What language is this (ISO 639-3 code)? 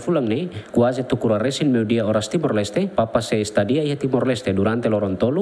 tet